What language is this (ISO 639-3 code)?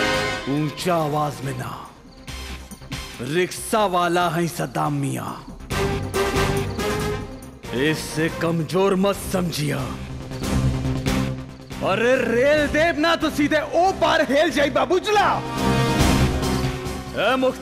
bho